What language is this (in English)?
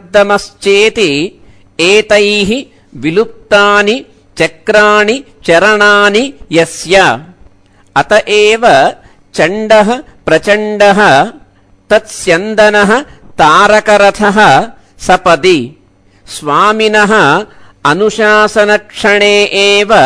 Sanskrit